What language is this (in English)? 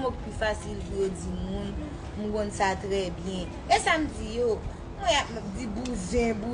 Haitian Creole